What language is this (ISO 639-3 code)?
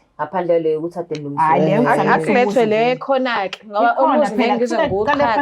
zul